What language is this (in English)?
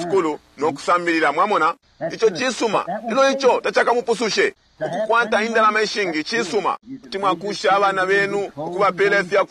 Bemba